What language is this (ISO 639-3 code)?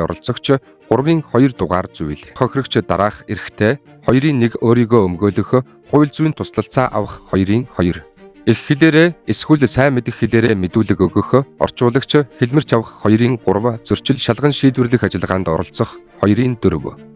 mon